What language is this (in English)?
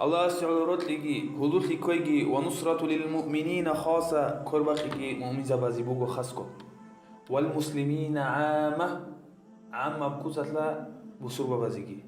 Avaric